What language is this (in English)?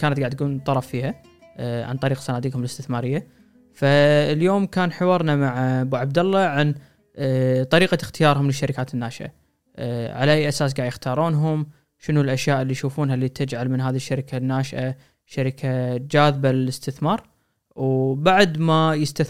Gulf Arabic